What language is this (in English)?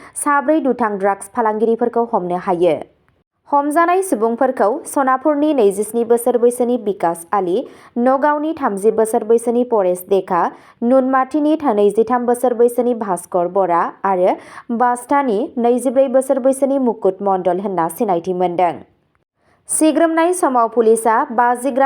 Bodo